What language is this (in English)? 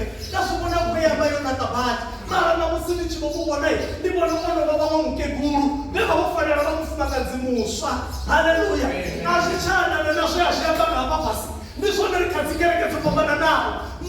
Venda